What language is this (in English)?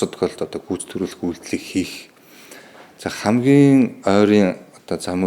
Mongolian